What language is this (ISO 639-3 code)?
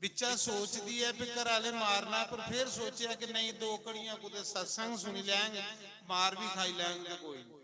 doi